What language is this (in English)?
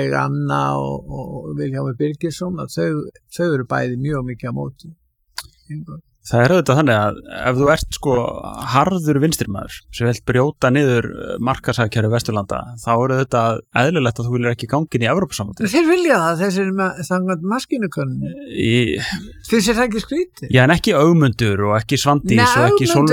Icelandic